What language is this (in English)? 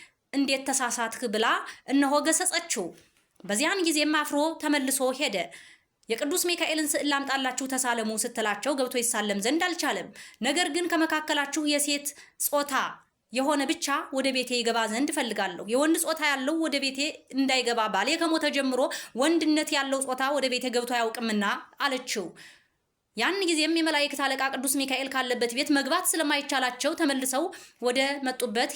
Amharic